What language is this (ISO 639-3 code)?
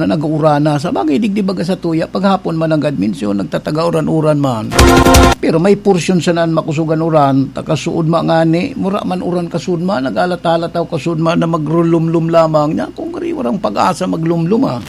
bik